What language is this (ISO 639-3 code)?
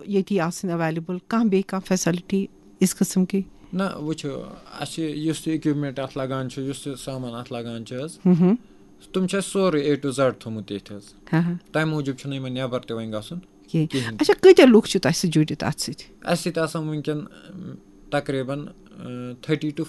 kas